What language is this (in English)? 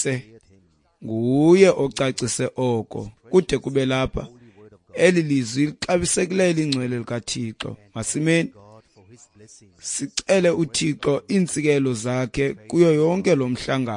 Xhosa